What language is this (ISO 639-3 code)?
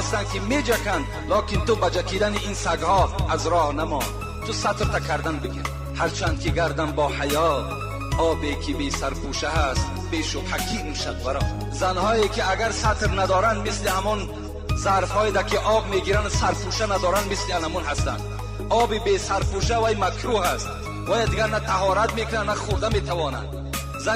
tgk